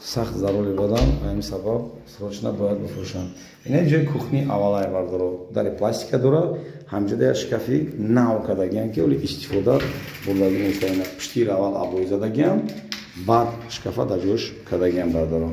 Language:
Tajik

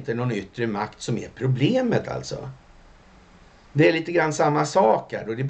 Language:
Swedish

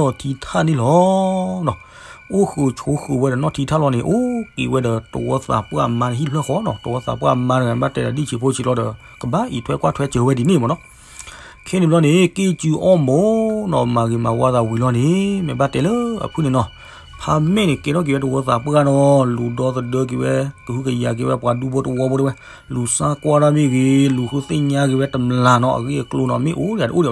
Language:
S'gaw Karen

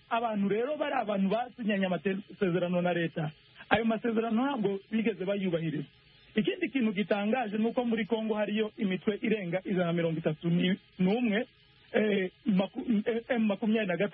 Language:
Kinyarwanda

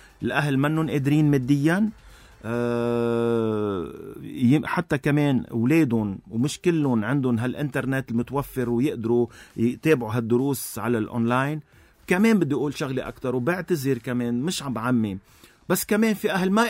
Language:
North Levantine Arabic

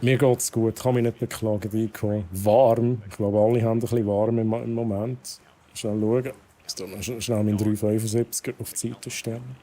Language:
Swiss German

